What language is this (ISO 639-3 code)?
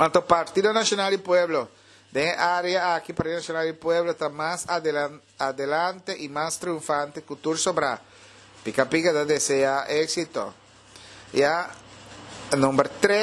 pap